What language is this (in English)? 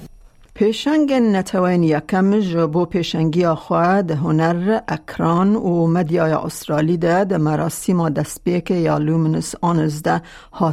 Kurdish